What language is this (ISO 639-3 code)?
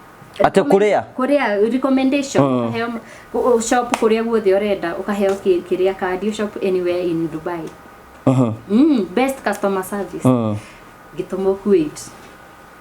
kik